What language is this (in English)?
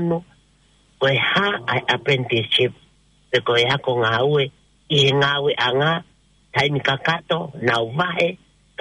Tongan